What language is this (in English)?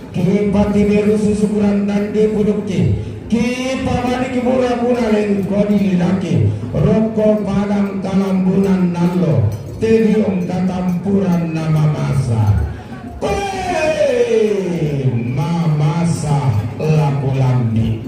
Toraja-Sa'dan